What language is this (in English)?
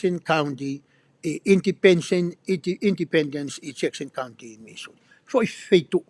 Tongan